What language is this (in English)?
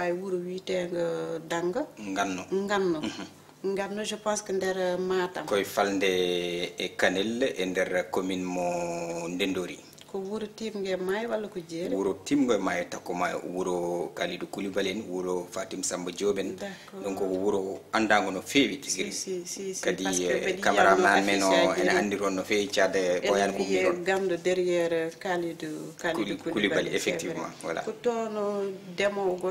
Fula